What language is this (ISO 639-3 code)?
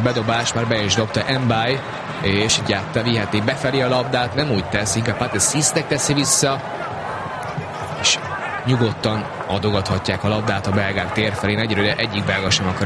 hun